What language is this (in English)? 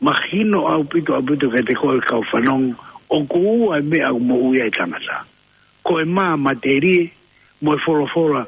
Tongan